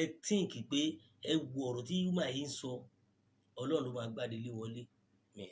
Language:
Yoruba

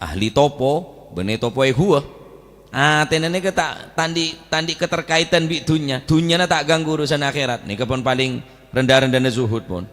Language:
Madurese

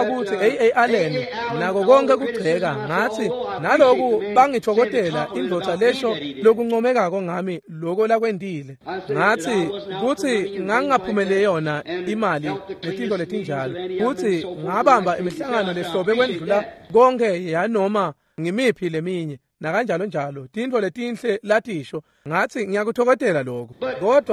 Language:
Swati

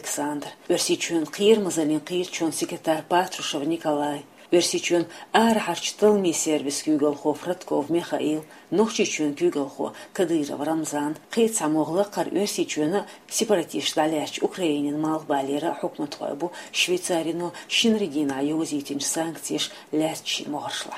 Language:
Chechen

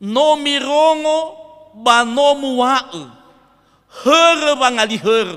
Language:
Nias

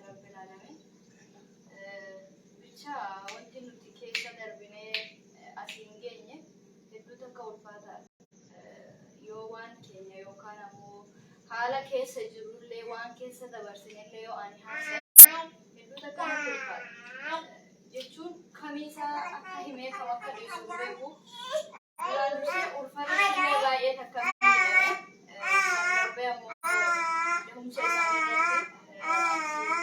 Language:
Oromo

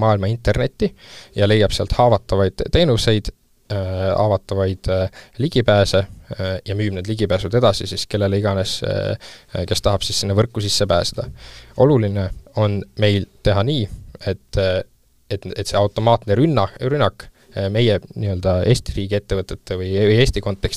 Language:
Estonian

